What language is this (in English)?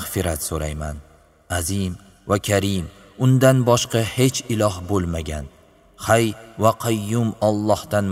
Uzbek